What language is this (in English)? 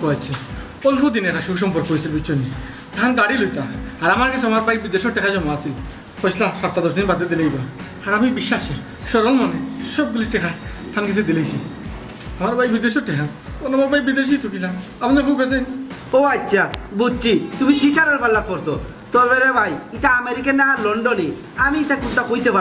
Sylheti